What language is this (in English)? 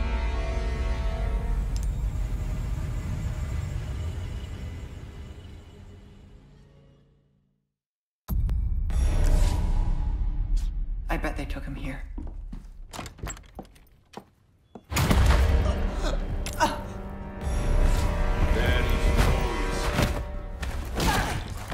English